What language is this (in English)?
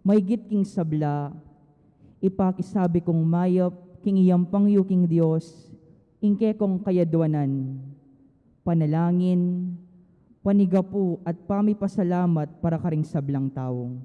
Pampanga